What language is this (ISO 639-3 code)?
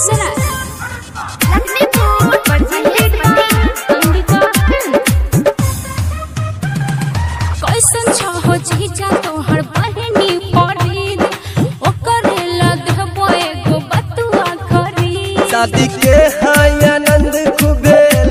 bho